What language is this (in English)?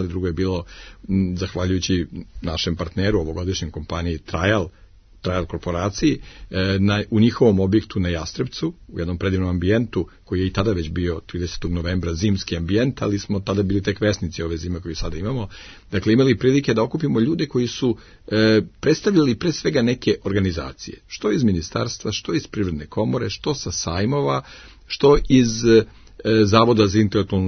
Serbian